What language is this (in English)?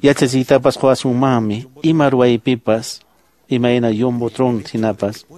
Quechua